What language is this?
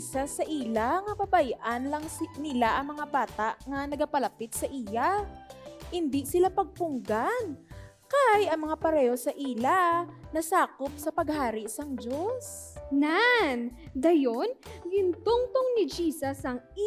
Hiligaynon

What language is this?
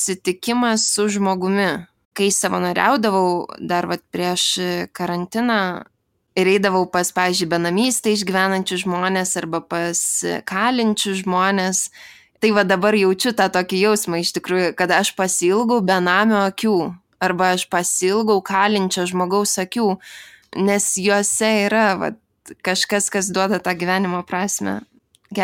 Lithuanian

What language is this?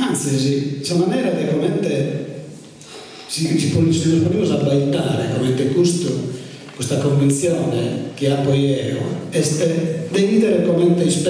Sardinian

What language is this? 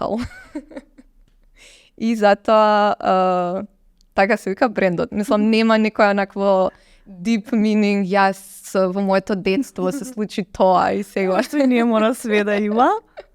Macedonian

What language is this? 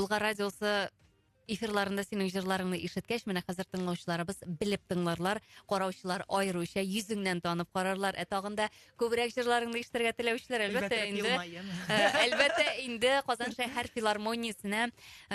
Tatar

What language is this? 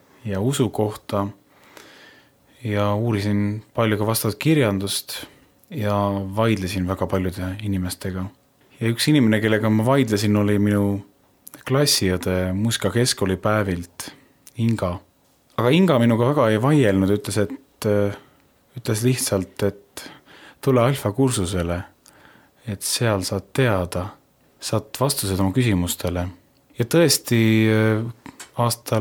Estonian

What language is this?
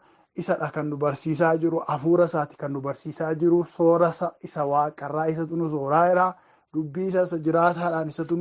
Oromo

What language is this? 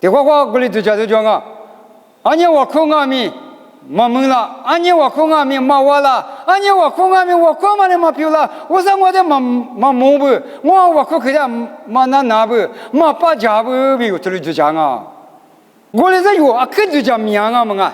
Lisu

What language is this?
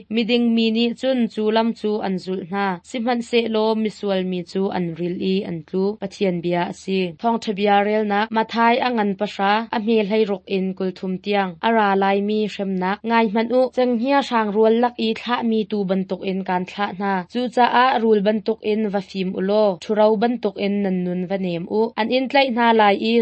Hakha Chin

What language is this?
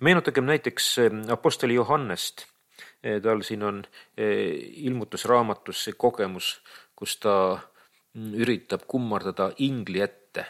Estonian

